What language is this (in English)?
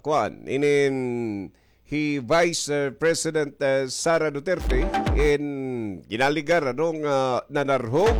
Waray